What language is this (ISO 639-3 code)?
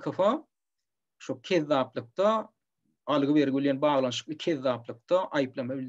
tuk